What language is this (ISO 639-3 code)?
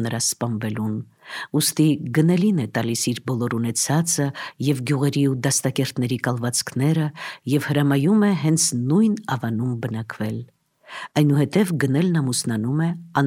hye